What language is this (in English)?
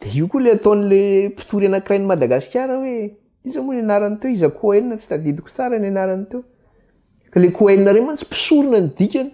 Malagasy